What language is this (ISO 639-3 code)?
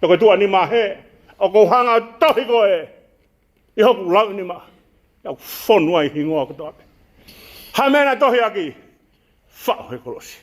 ton